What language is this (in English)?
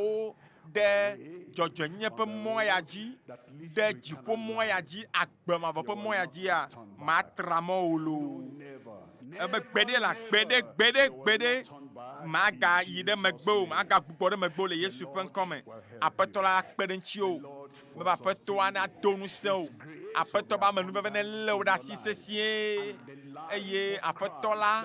Ewe